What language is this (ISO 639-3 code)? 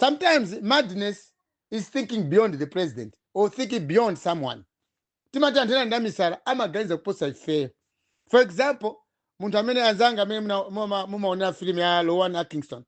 nya